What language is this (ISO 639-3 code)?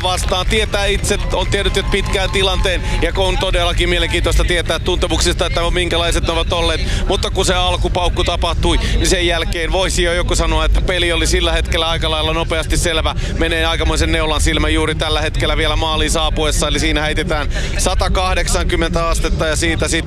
fin